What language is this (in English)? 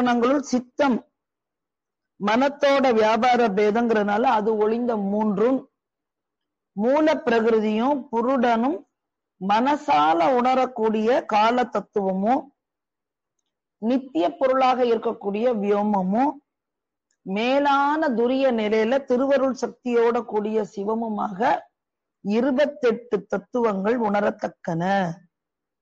Tamil